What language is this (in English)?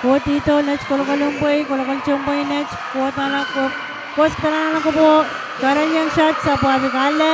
Pohnpeian